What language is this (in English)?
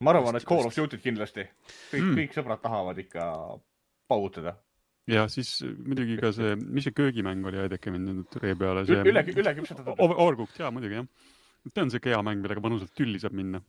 Estonian